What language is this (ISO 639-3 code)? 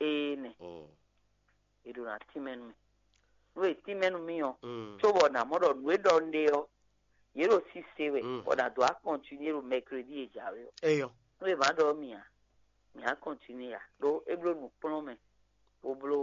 fon